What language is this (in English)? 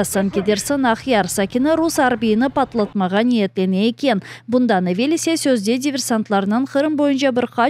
Crimean Tatar